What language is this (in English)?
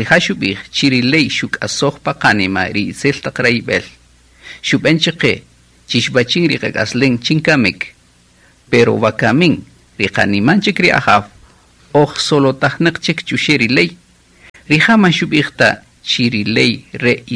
Kaqchikel